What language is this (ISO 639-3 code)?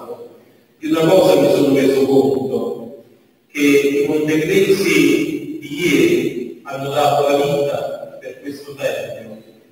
ita